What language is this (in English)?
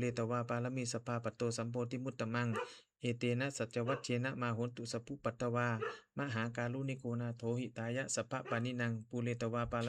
Pali